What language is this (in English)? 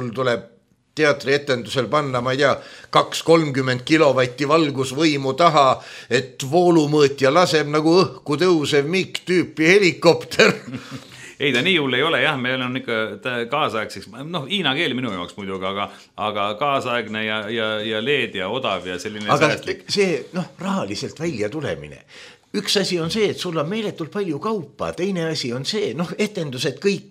Estonian